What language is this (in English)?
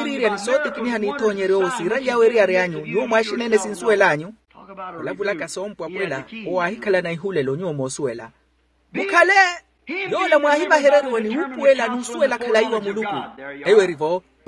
Makhuwa